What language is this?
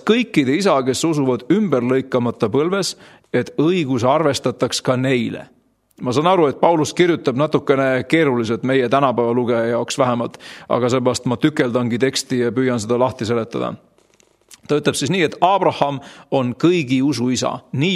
Estonian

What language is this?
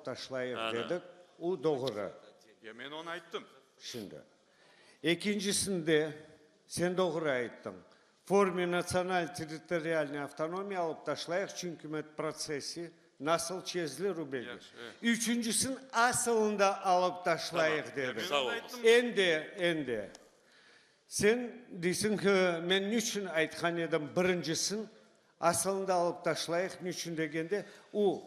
Crimean Tatar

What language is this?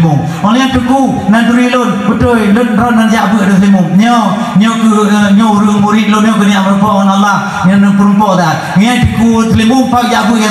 Achinese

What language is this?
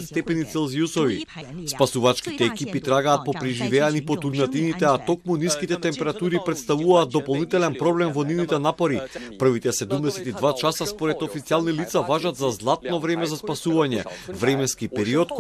Macedonian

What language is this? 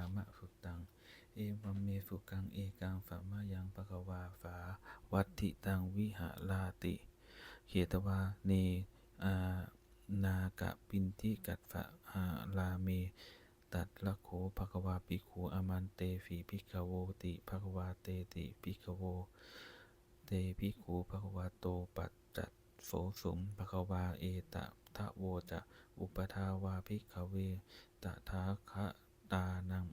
Pali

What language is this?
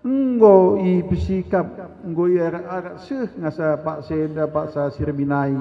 Batak Karo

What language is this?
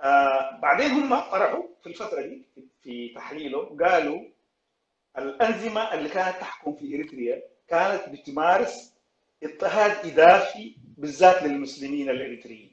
Sudanese Arabic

